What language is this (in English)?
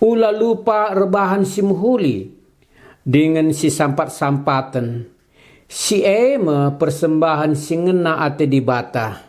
Batak Karo